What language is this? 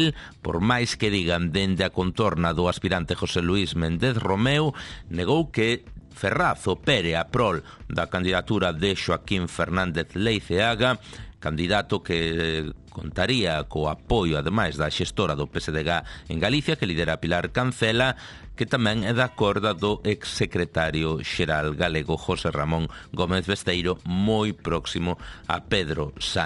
Galician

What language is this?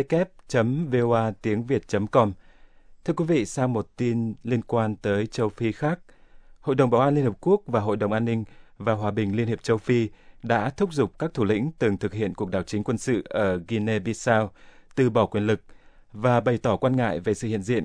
Vietnamese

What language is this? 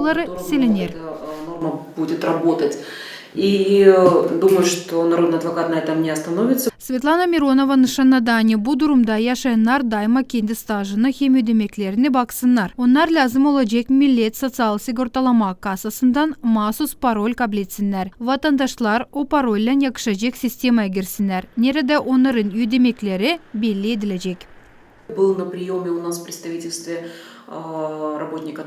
Gagauz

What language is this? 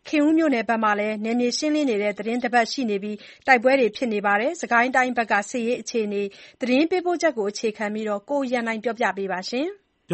Burmese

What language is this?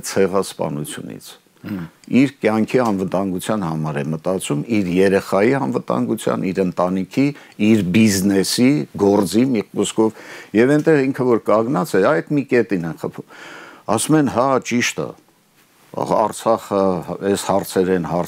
Armenian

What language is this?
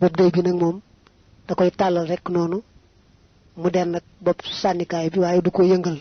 Wolof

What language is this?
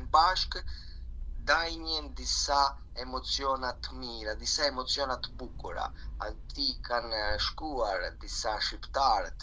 Albanian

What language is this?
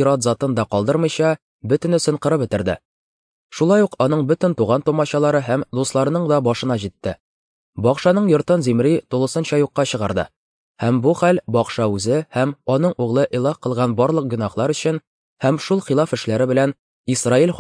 Tatar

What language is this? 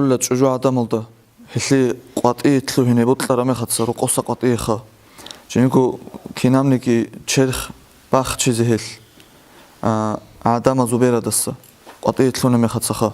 Avaric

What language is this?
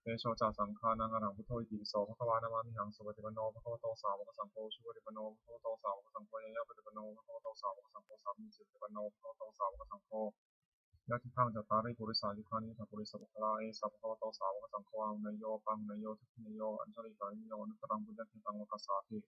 Pali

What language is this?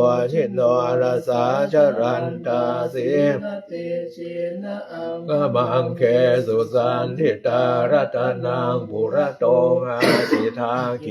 Pali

